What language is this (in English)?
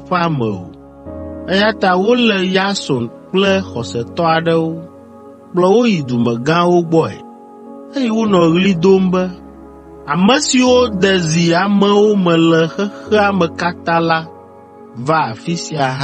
Ewe